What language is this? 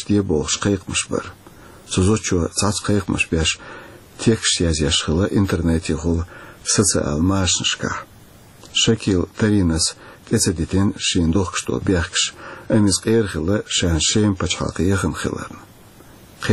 Chechen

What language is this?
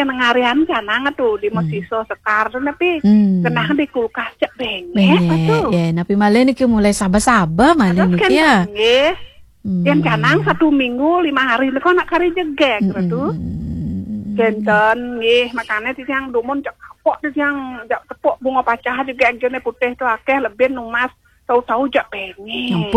Balinese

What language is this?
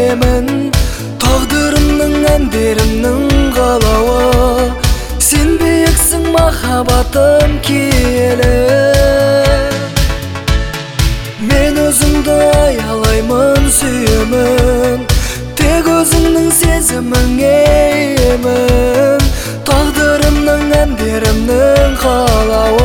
Kazakh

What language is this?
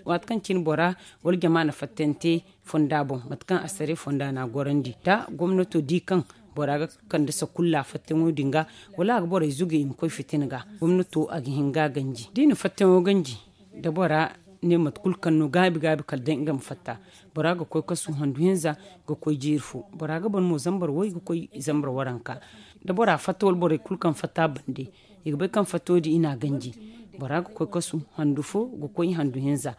Zarma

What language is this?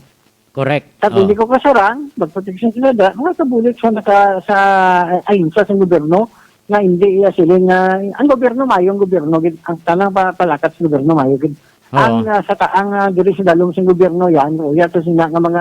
Hiligaynon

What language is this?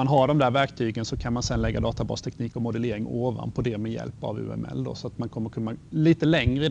Swedish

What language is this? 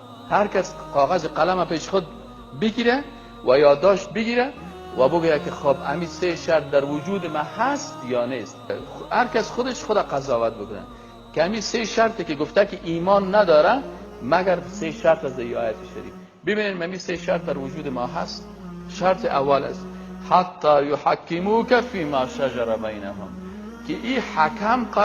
Persian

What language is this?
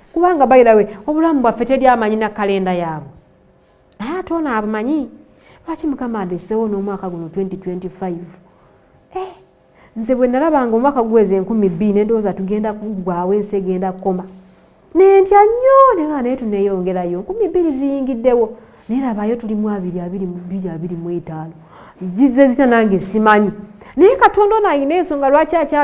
Ganda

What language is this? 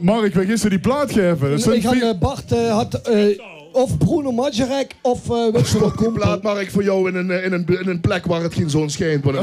Limburgish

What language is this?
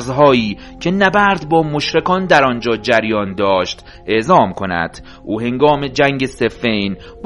Persian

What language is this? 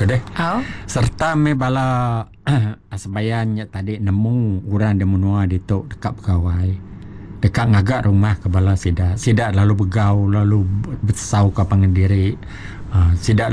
Iban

